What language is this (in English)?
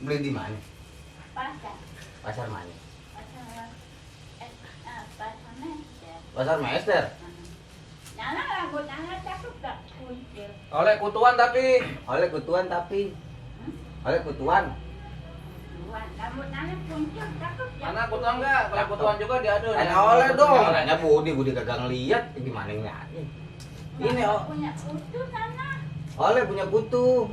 Betawi